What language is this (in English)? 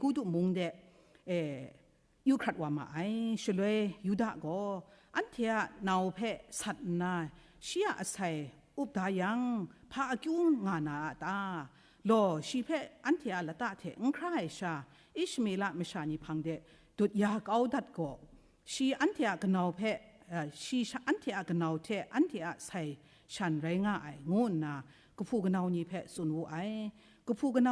Kachin